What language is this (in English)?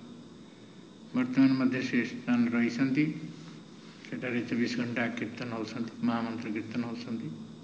Odia